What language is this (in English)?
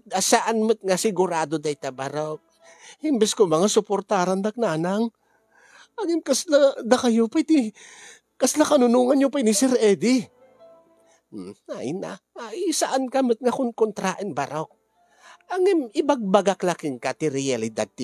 Iloko